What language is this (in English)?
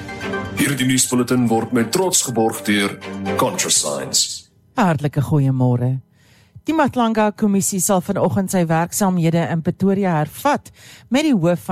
Afrikaans